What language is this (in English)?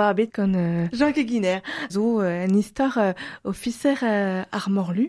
Breton